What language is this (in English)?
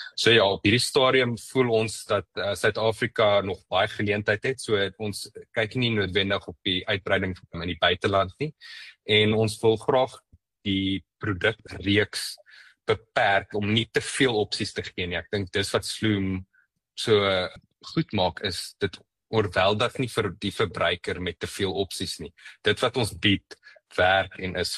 Afrikaans